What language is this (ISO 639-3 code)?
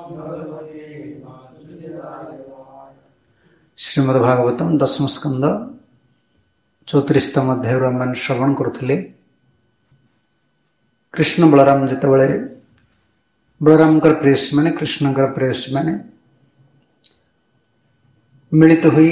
ori